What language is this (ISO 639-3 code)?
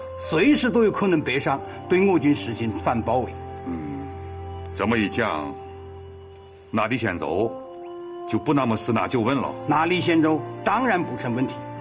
zho